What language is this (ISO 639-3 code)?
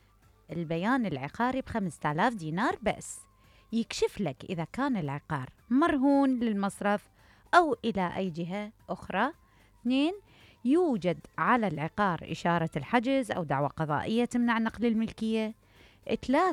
acm